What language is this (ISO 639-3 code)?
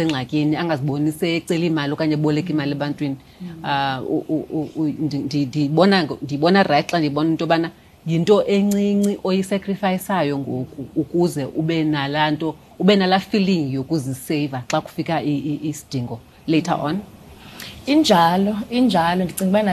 xho